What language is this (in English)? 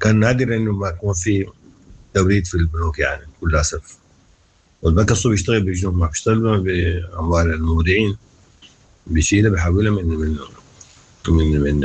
Sudanese Arabic